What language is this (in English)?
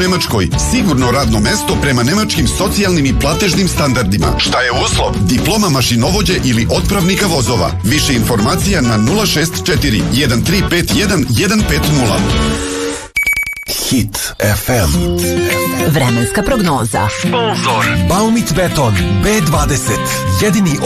Serbian